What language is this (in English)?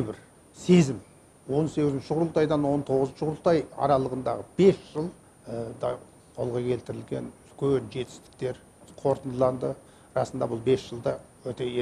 Kazakh